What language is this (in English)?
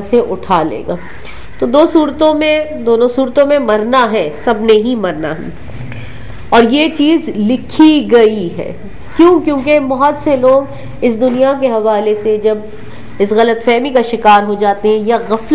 Urdu